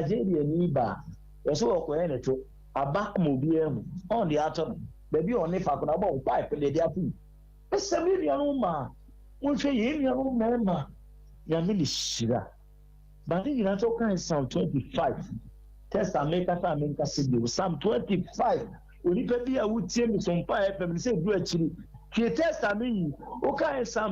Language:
Akan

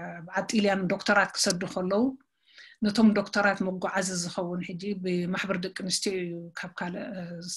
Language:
Tigrinya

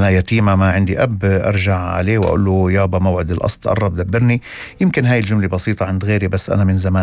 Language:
North Levantine Arabic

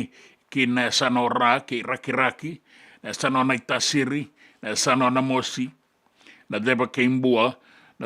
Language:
Fijian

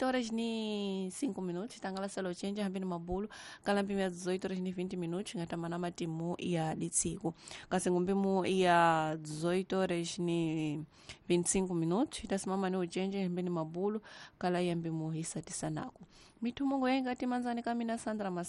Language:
Tsonga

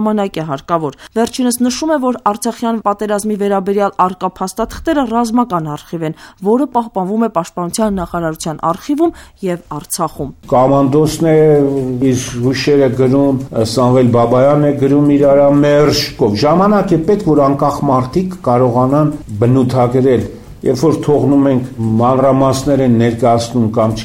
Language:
Armenian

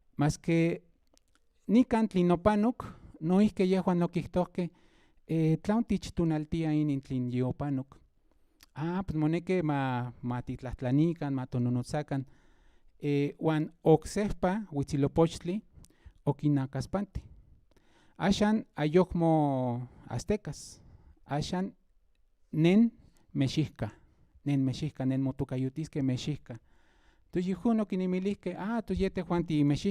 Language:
Central Nahuatl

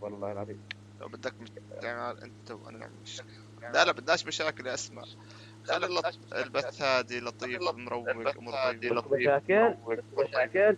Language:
North Levantine Arabic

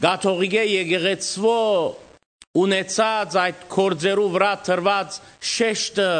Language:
Western Armenian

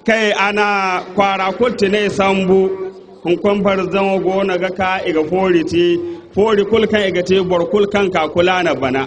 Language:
Zarma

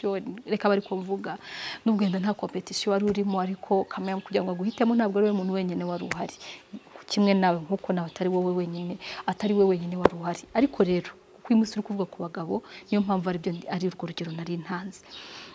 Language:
Kinyarwanda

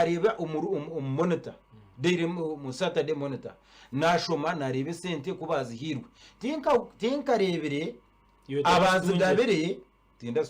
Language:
Nyankole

